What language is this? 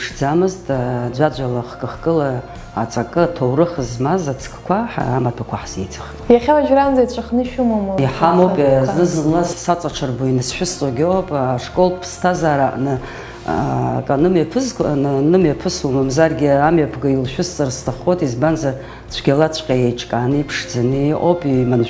Abkhazian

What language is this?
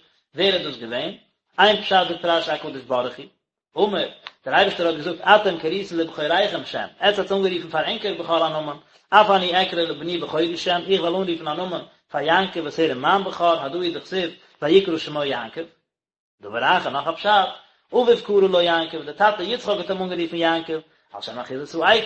Yiddish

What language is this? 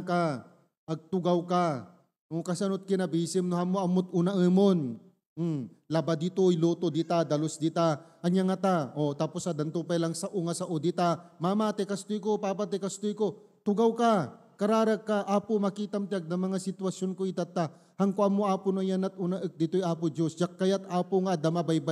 Iloko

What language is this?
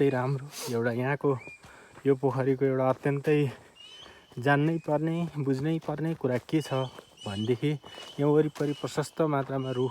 Nepali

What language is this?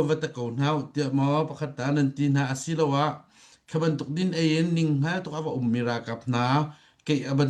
Hakha Chin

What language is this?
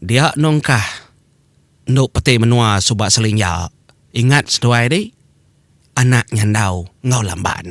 Iban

